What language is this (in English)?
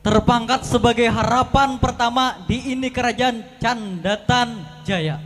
Banjar